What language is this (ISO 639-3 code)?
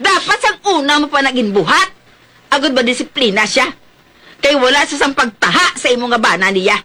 hil